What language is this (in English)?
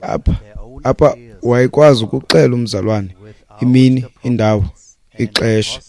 Xhosa